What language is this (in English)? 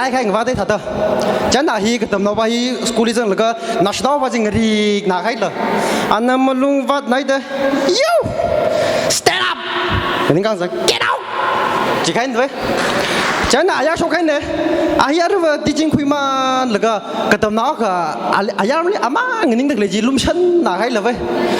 Tangkhul Naga (India)